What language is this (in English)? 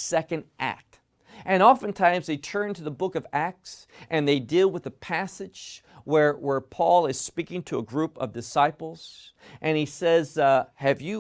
English